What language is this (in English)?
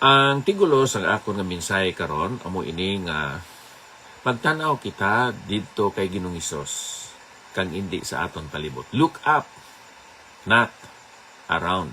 Hiligaynon